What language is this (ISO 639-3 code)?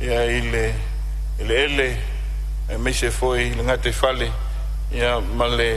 smo